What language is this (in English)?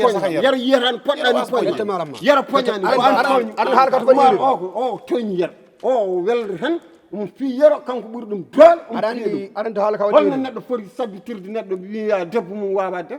Fula